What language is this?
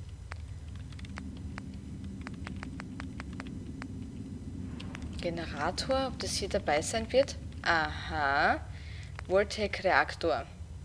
German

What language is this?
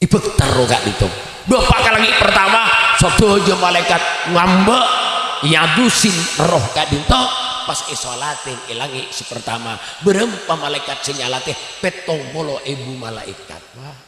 Madurese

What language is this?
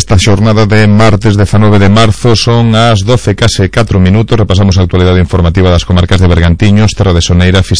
Galician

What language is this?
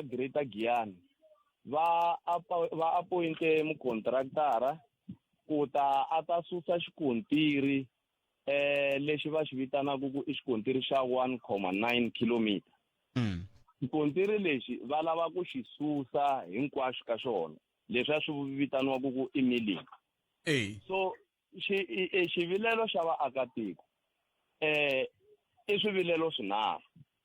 Tsonga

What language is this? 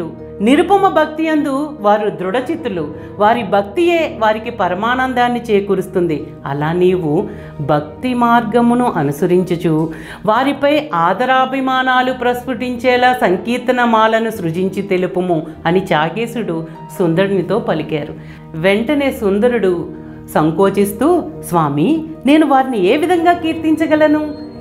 Telugu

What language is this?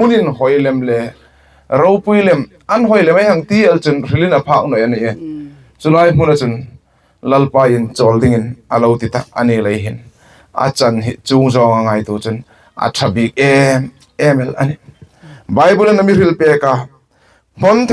Hmar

